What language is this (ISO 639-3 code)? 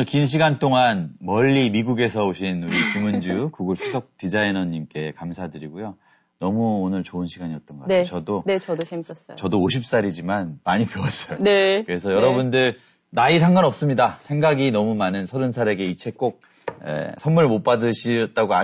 kor